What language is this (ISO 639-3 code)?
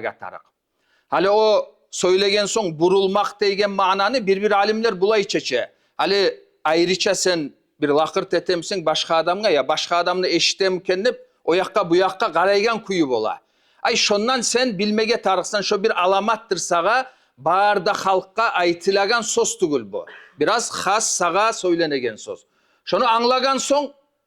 kum